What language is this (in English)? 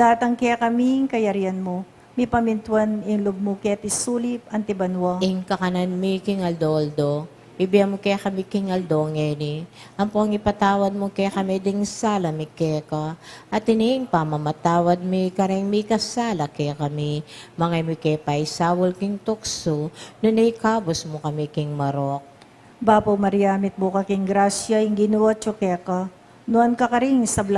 Pampanga